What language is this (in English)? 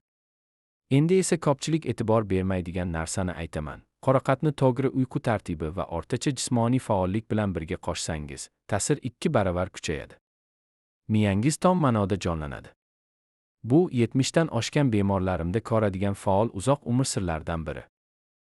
Uzbek